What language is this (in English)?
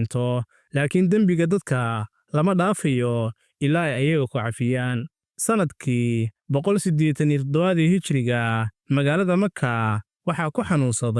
Somali